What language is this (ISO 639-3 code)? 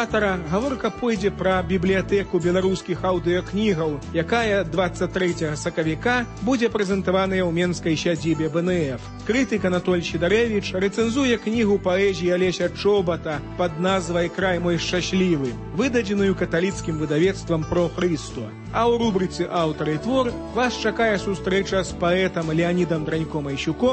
bel